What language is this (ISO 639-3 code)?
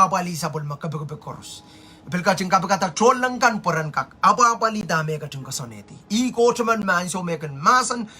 pon